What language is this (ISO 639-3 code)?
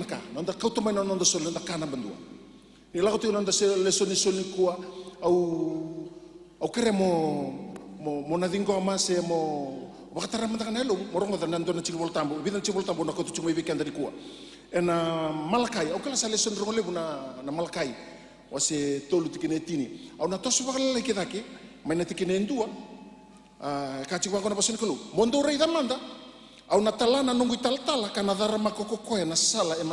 fij